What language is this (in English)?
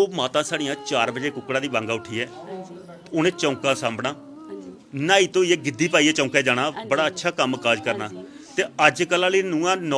Dogri